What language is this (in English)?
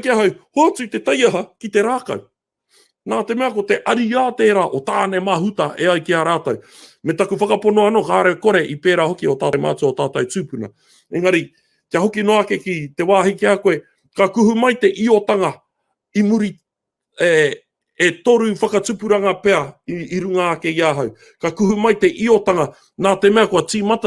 Māori